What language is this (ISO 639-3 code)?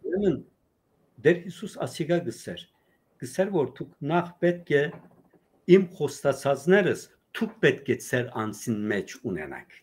hyw